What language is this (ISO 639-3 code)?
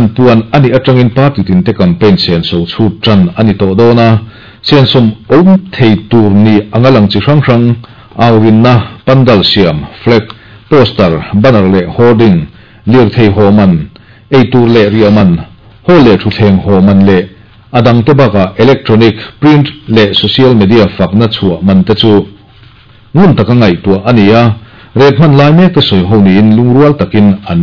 lus